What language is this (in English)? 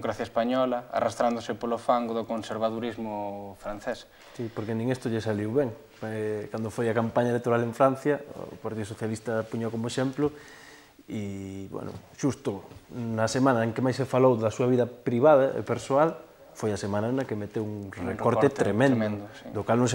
Galician